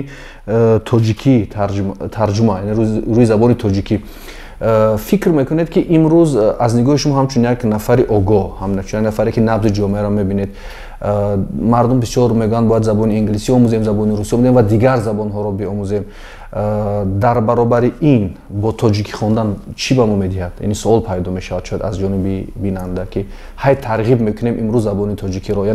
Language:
Tajik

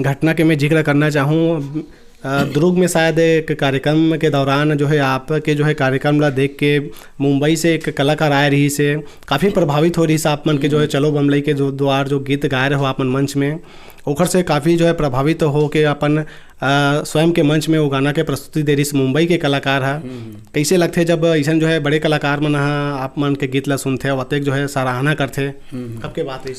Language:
Chhattisgarhi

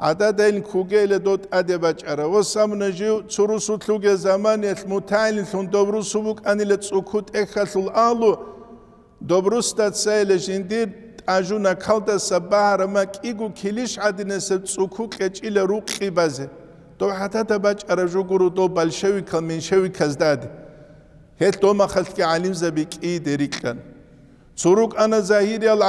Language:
Avaric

